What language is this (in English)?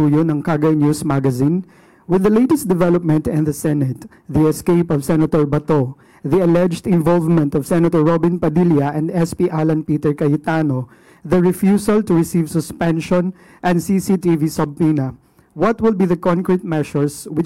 Filipino